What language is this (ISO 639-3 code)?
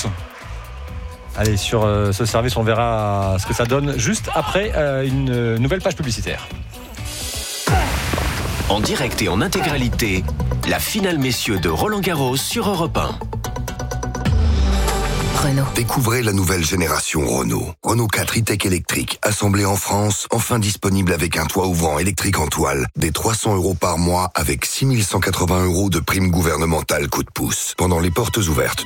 fra